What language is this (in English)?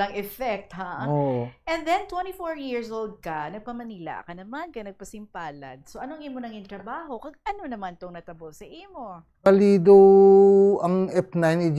Hiligaynon